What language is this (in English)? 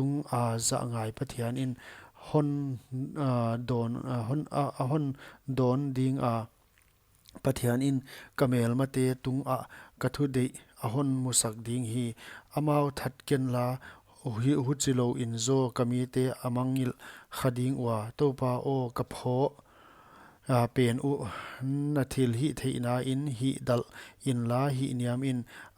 Paite Chin